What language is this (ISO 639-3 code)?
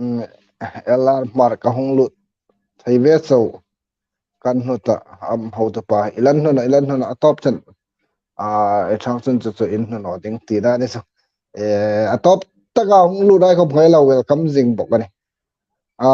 hmr